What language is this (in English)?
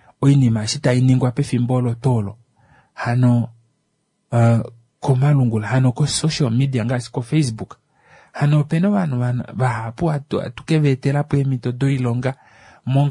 Kuanyama